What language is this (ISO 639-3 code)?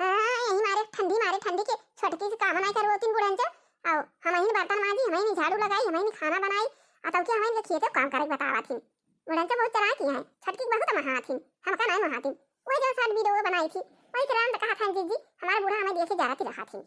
awa